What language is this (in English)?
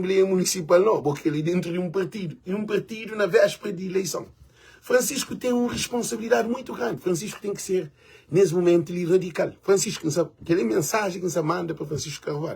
Kabuverdianu